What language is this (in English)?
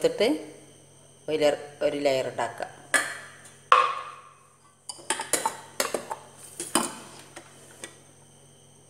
Malayalam